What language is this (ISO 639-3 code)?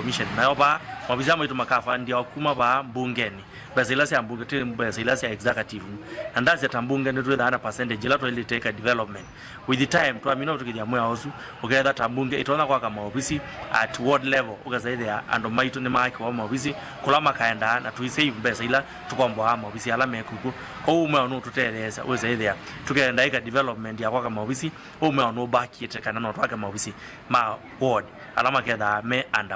kam